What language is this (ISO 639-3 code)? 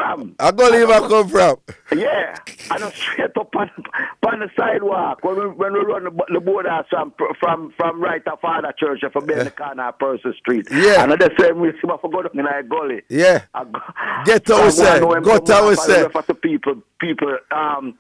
jam